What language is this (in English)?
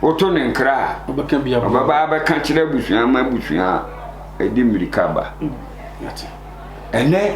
Akan